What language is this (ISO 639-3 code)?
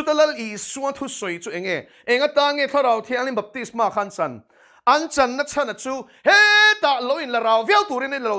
lus